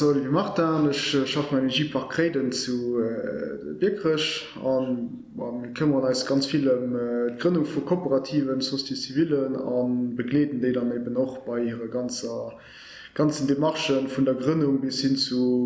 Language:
Luxembourgish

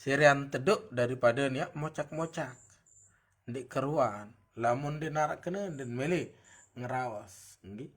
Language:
Sasak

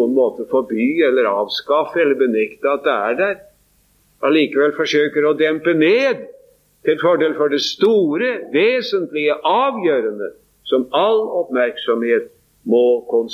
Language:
Norwegian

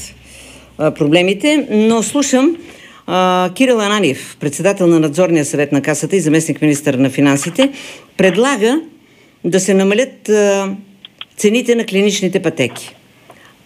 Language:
Bulgarian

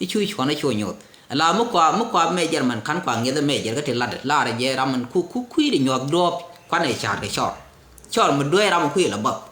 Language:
Nuer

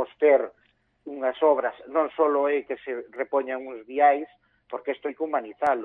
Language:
Galician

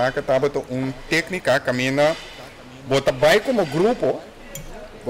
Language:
Papiamento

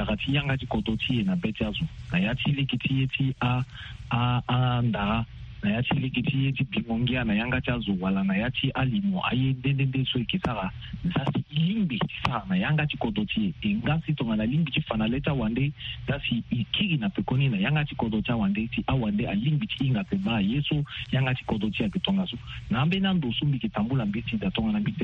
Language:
Sango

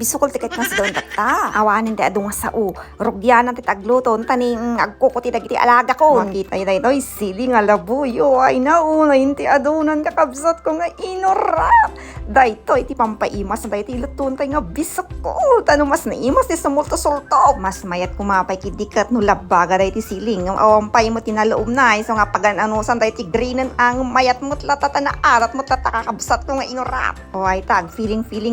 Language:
Iloko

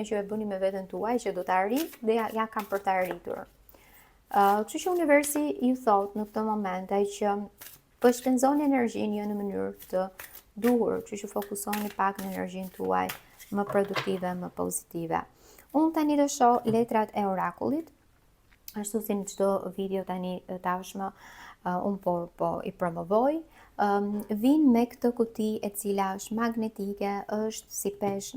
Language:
Albanian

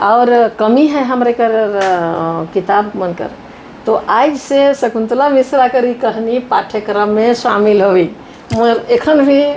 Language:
Sadri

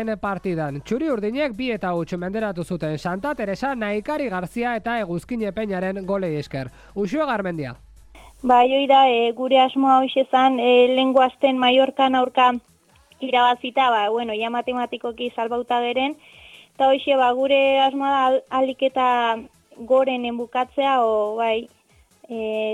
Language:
Basque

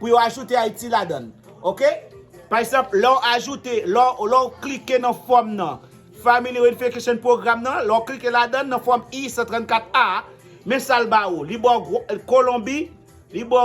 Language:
Haitian Creole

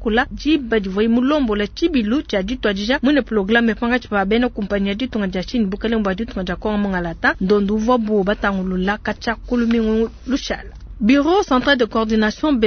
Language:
Luba-Lulua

